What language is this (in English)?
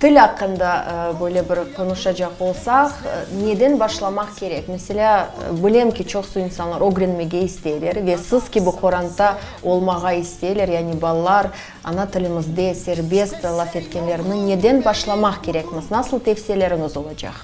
Crimean Tatar